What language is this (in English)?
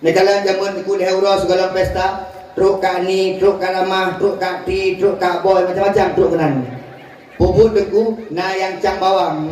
Achinese